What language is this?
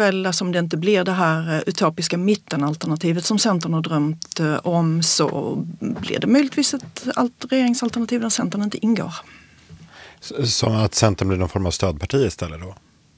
Swedish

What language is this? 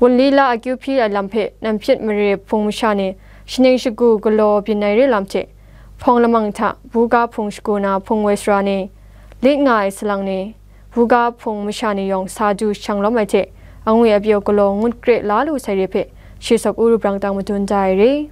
Kachin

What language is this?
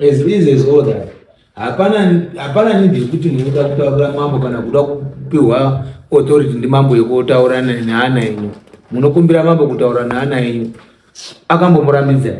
Shona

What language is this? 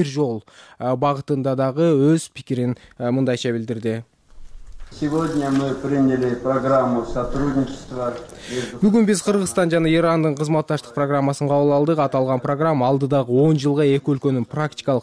Kyrgyz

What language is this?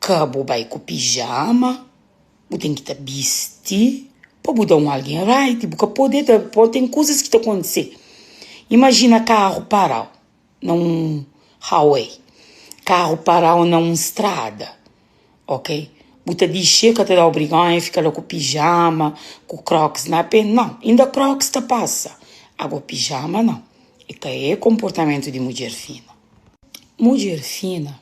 Kabuverdianu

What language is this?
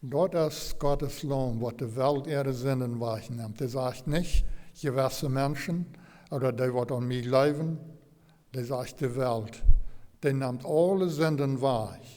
Plautdietsch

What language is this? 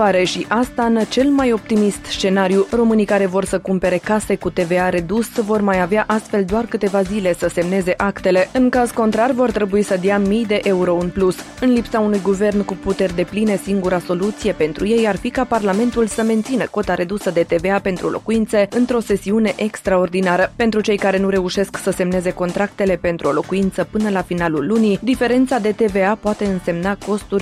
Romanian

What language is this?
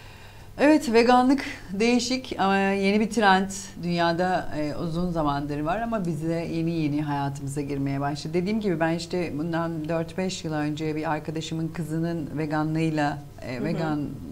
Turkish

